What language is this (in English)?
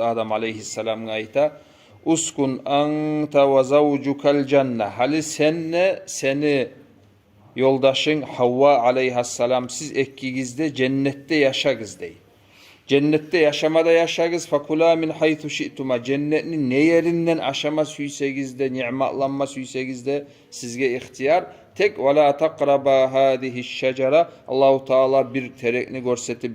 Kumyk